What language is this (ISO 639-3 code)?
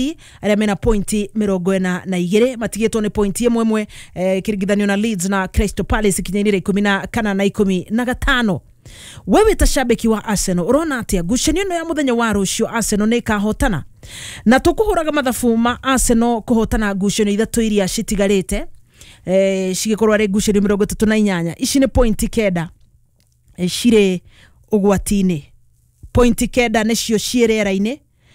kik